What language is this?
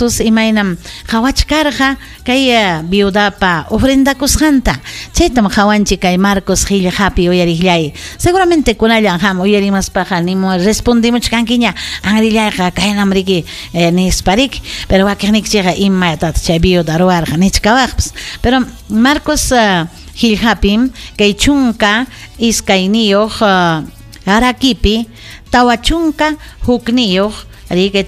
Ayacucho Quechua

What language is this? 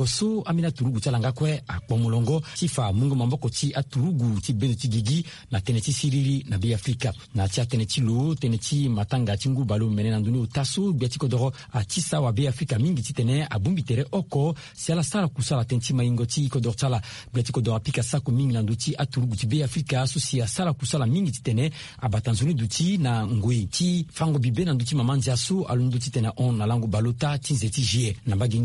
Sango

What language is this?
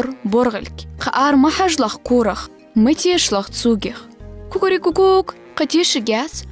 Ingush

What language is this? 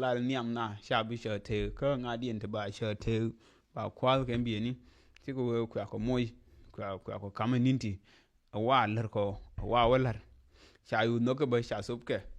Nuer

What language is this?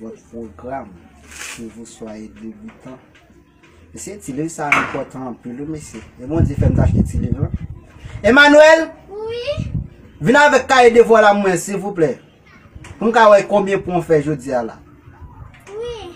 Haitian Creole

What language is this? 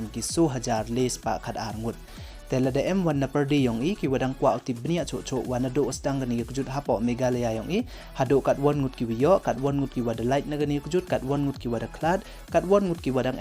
Pnar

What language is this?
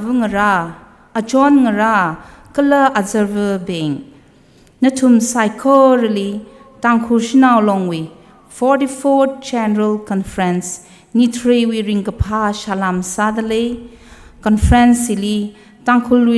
Tangkhul Naga (India)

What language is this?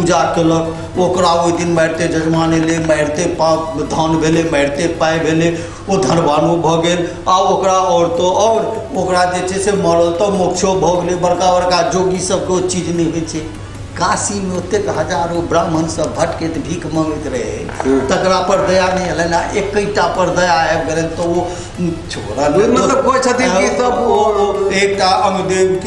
Maithili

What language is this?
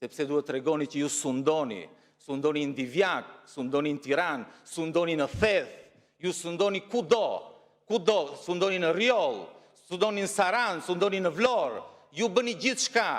Albanian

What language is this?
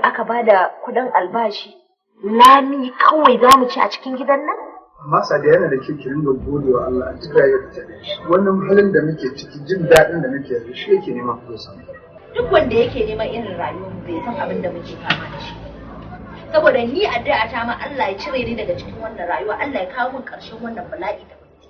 Hausa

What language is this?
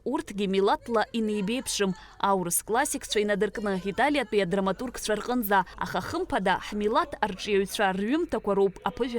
Abkhazian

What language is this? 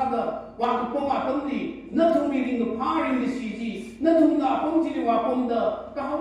Tangkhul Naga (India)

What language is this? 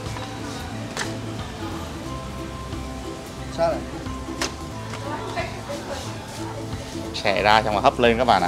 Vietnamese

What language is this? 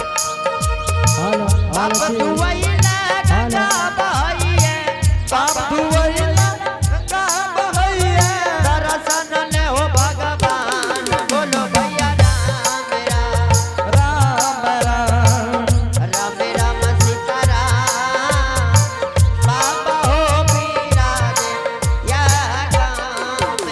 Angika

